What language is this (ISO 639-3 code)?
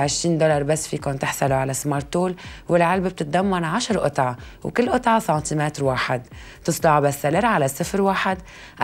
apc